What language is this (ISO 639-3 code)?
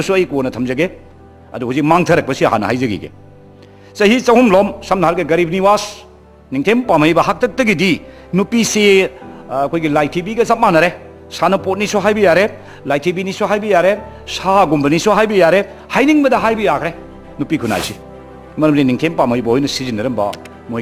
mni